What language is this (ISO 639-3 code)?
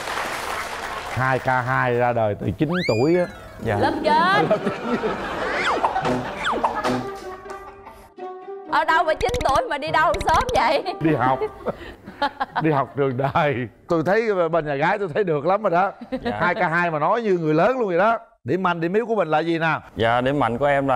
vie